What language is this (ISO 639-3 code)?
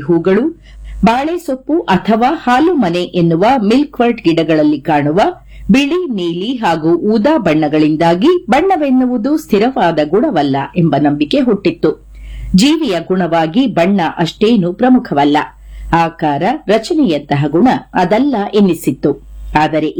kan